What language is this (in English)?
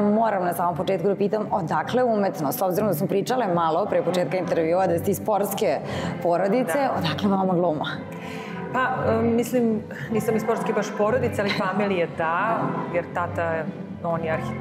Serbian